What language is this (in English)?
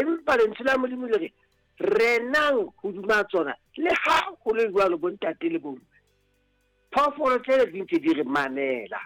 Southern Sotho